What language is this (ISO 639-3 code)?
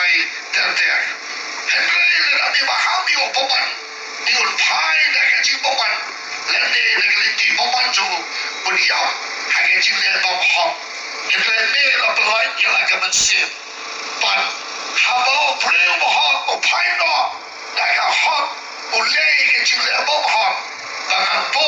kha